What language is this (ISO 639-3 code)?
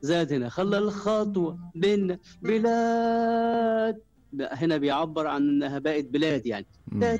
afb